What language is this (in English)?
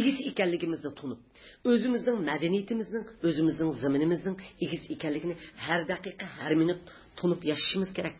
Uyghur